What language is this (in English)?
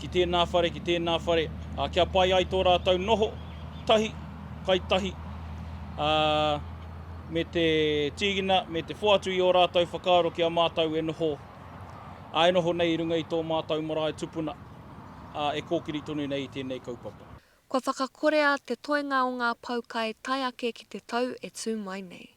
Māori